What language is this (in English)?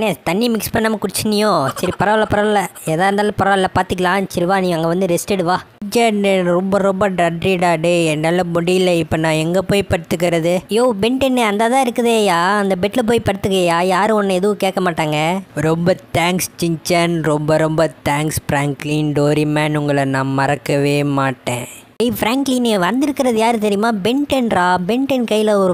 Tamil